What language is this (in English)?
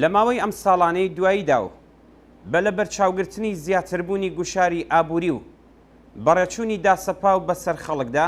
Central Kurdish